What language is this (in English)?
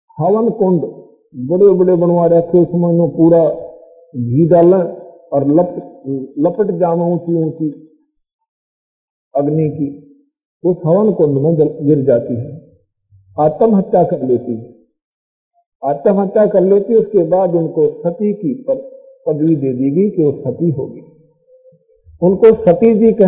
Hindi